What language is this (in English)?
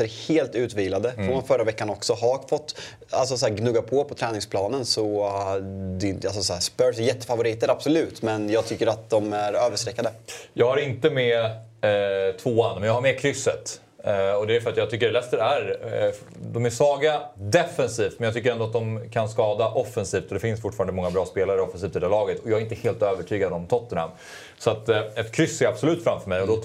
Swedish